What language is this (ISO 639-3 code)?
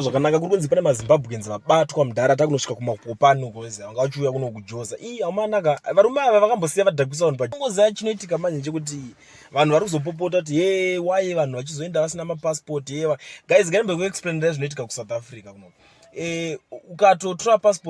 sna